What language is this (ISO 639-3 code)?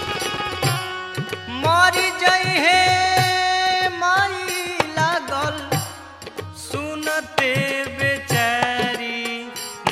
bho